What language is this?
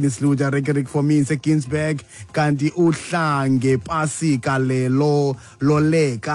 Xhosa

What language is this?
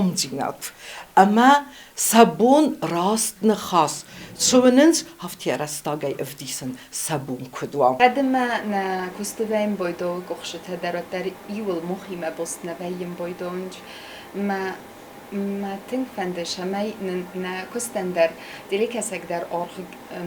Ossetic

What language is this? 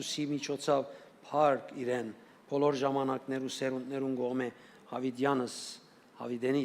Western Armenian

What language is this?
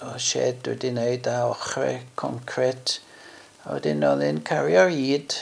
Welsh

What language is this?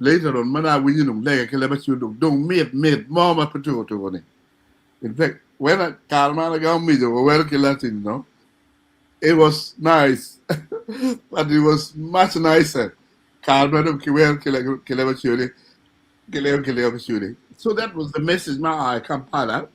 Acoli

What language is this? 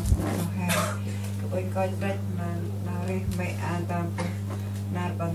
Central Mnong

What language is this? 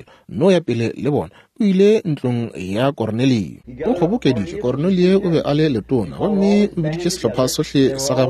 Northern Sotho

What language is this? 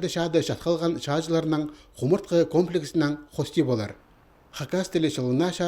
Khakas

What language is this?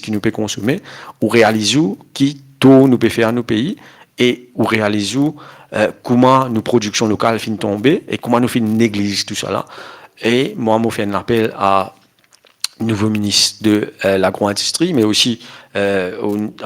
Morisyen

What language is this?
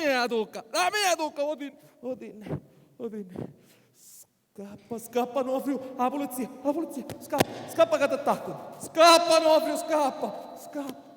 Sicilian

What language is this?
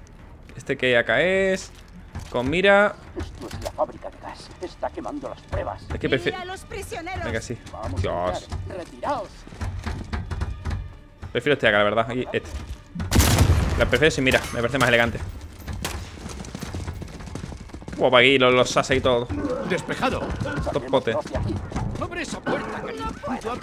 Spanish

